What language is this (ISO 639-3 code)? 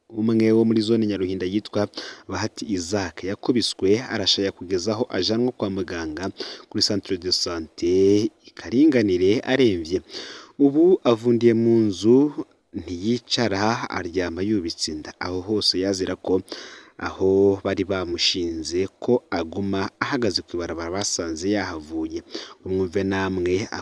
run